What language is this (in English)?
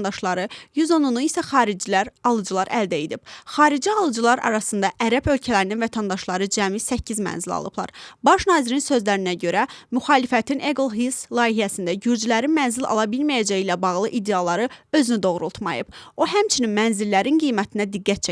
Azerbaijani